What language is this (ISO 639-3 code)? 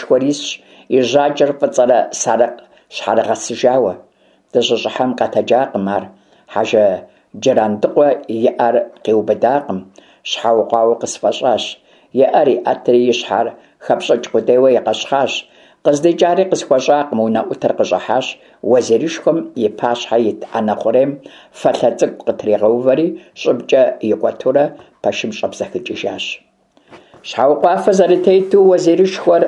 kbd